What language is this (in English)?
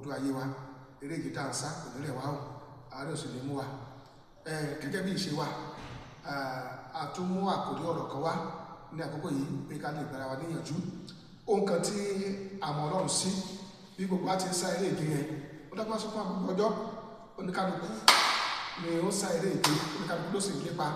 Yoruba